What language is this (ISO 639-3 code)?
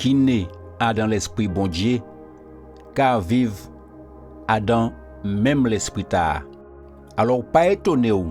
gcf